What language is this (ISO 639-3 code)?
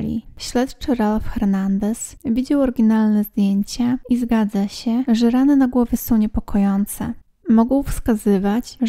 pol